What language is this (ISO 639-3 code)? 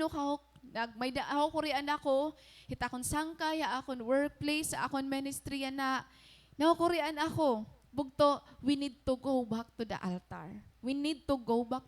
war